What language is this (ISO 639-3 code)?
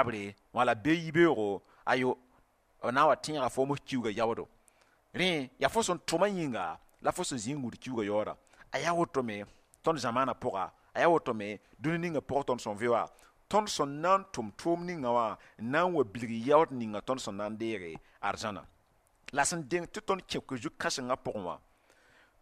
mos